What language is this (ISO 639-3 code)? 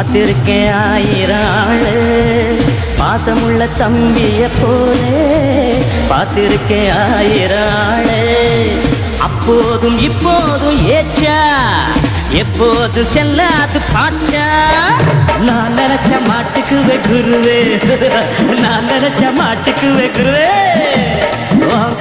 tam